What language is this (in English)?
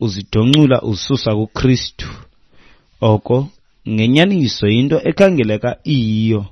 Xhosa